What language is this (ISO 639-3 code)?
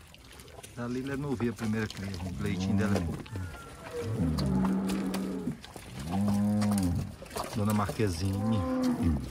por